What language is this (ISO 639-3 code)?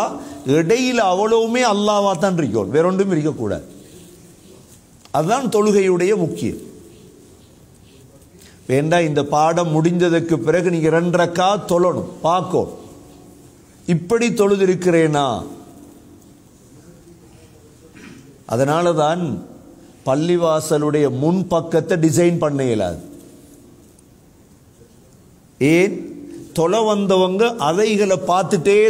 tam